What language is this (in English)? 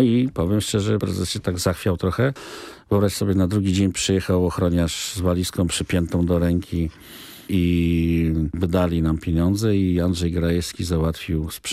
Polish